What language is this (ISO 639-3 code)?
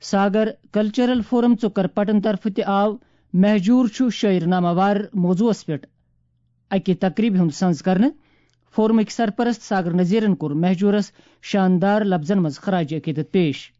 kas